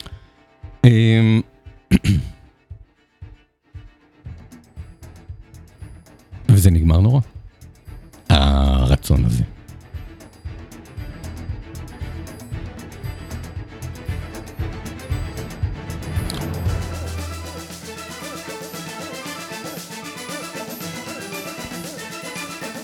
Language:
Hebrew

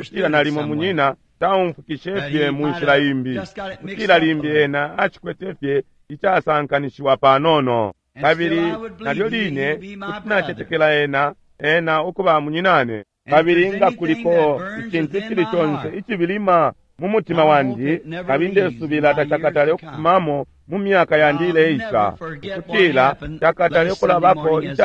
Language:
Bemba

